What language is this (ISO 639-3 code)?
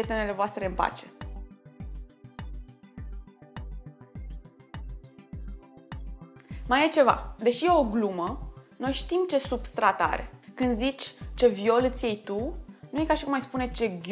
ron